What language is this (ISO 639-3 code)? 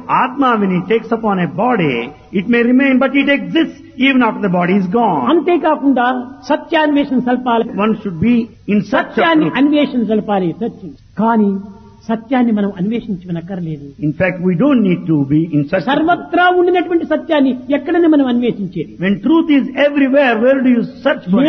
tel